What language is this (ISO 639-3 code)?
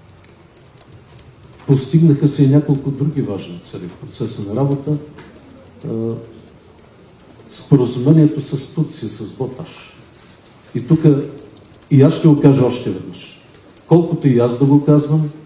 bul